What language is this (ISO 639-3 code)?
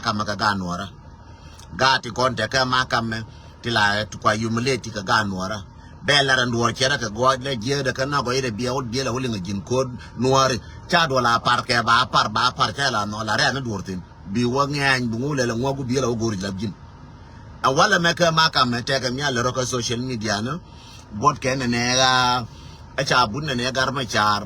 nus